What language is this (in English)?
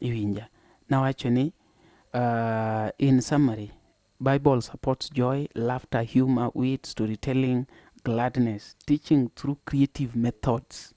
Luo (Kenya and Tanzania)